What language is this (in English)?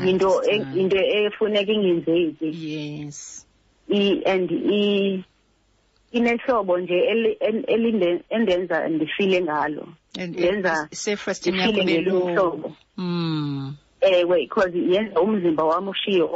Xhosa